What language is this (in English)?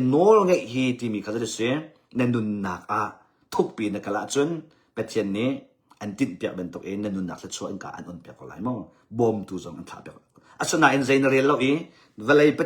Hakha Chin